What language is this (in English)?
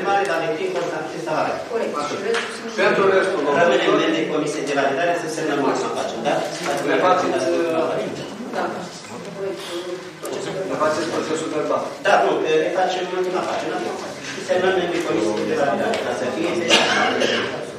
Romanian